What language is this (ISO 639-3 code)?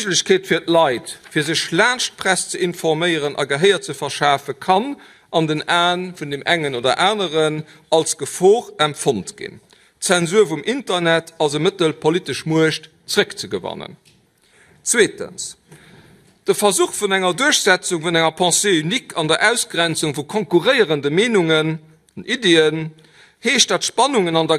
ltz